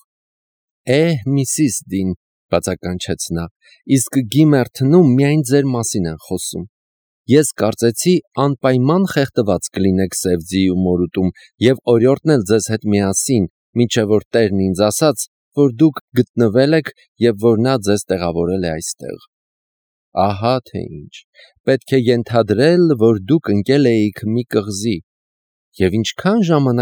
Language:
Armenian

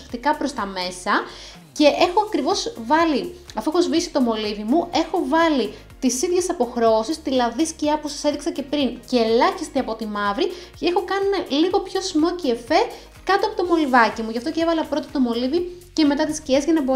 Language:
Greek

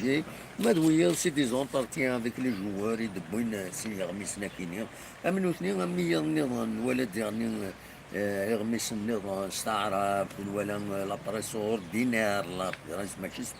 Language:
Kabyle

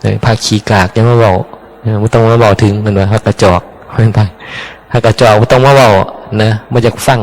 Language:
Northeastern Thai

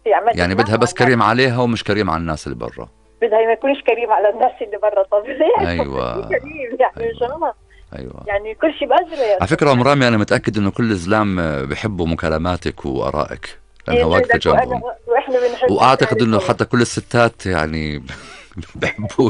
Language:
North Levantine Arabic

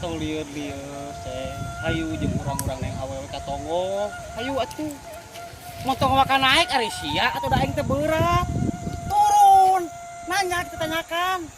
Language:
Sundanese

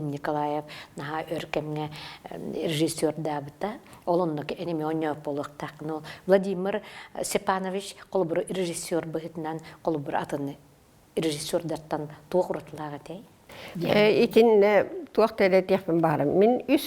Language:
Yakut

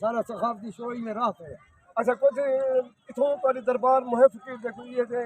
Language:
Saraiki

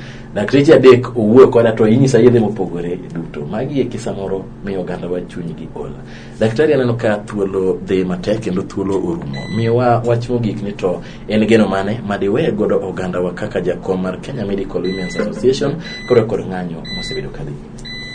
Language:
Luo (Kenya and Tanzania)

